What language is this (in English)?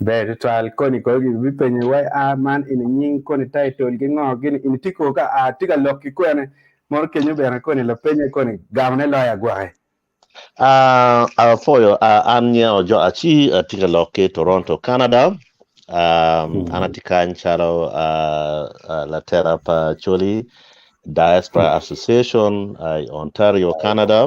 Acoli